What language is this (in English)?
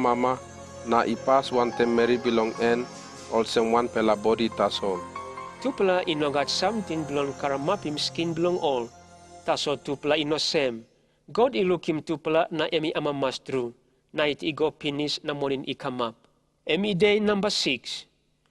Tok Pisin